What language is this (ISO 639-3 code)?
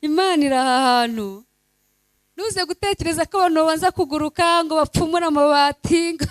kin